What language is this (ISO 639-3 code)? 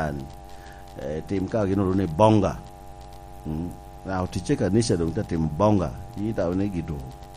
laj